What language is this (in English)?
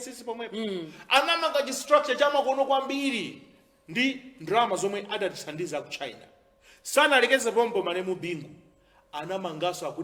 Nyanja